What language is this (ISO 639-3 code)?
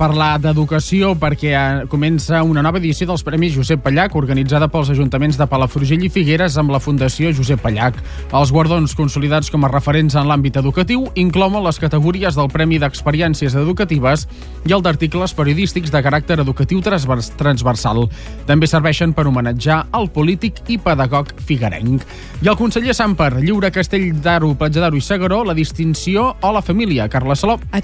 cat